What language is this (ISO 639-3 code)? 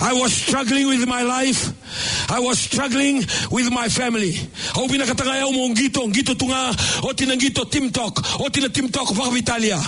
fij